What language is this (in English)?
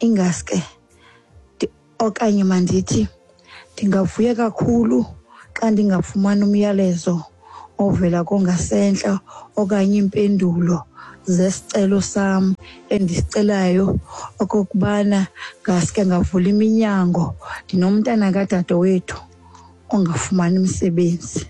Xhosa